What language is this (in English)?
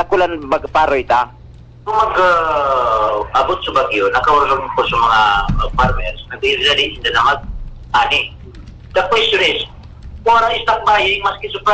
Bikol